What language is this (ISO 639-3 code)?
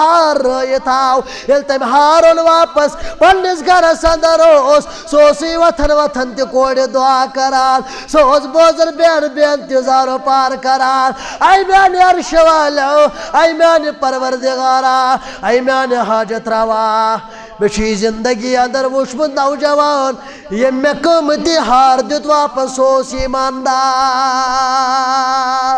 kas